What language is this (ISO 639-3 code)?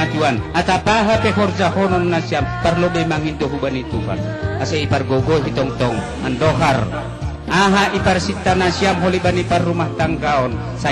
bts